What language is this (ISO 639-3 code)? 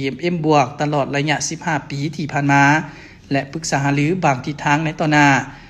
lao